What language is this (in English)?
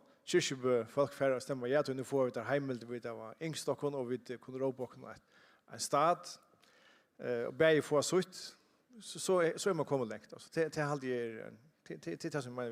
Faroese